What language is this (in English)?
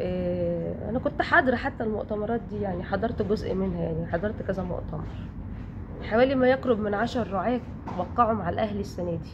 Egyptian Arabic